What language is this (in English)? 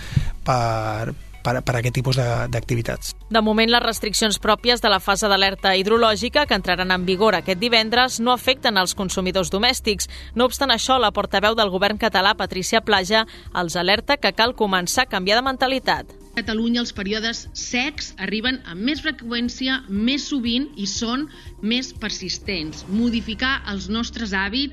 Catalan